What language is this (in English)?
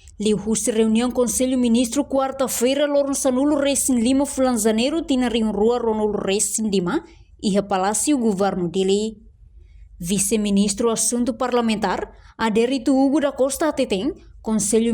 Tetum